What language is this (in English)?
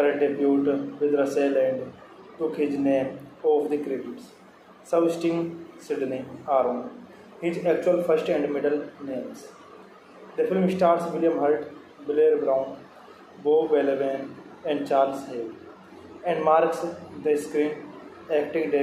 English